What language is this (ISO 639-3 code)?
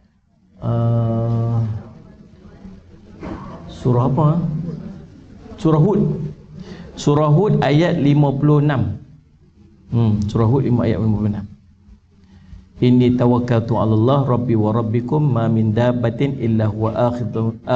msa